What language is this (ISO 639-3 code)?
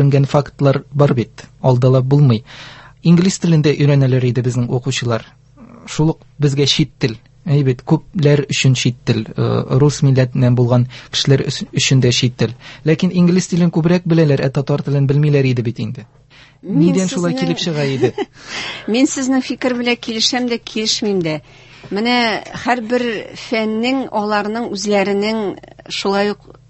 tat